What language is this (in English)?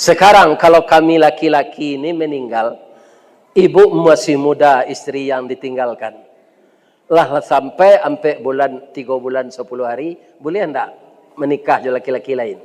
Minangkabau